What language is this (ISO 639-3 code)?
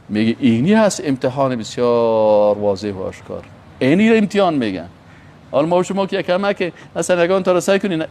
fas